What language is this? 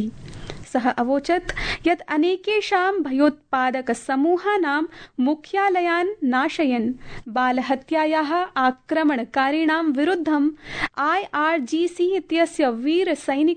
Sanskrit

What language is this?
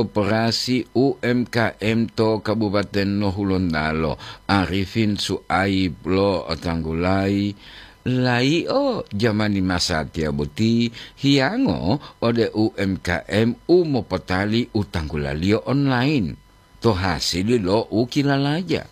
Gorontalo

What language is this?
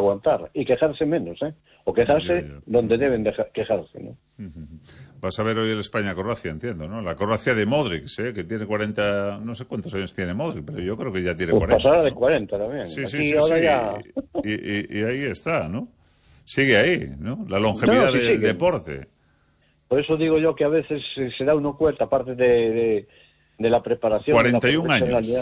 Spanish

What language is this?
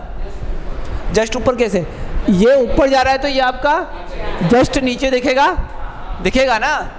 Hindi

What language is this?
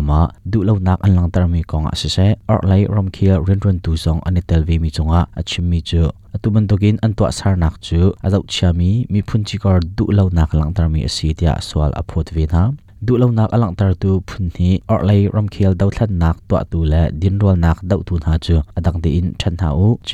Hakha Chin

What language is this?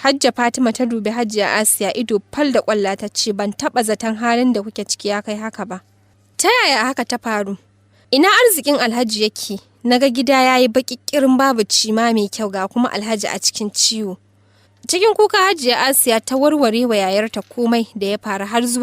Hausa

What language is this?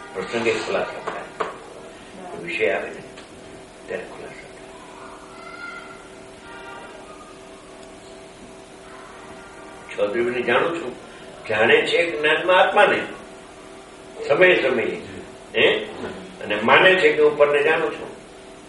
Gujarati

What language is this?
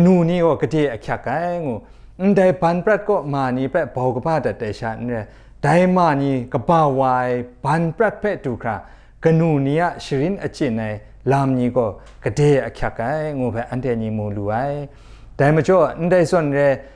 Kachin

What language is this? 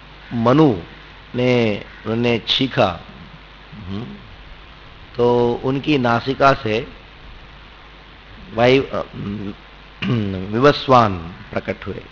Hindi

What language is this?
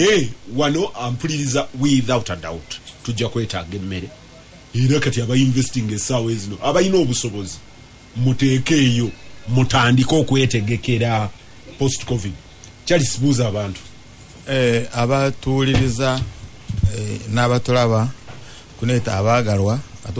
Ganda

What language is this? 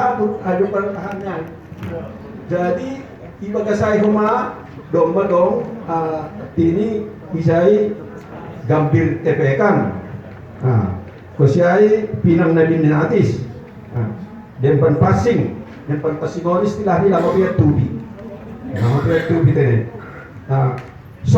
Batak Simalungun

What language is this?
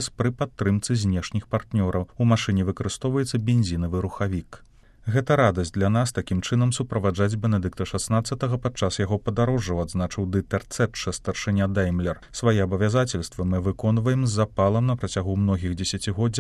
Belarusian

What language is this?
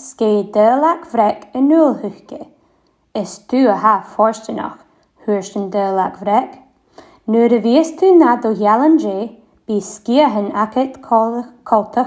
Scottish Gaelic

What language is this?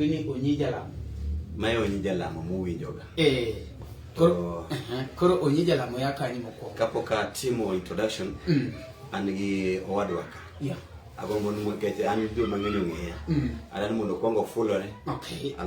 Luo (Kenya and Tanzania)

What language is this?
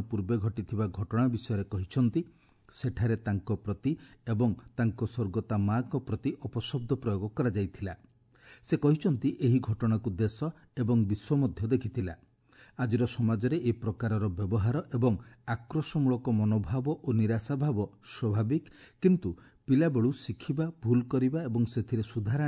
Odia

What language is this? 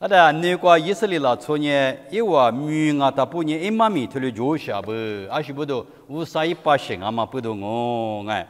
Lisu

